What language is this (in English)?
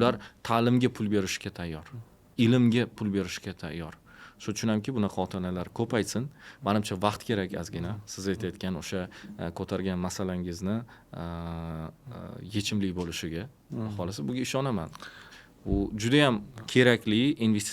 Uzbek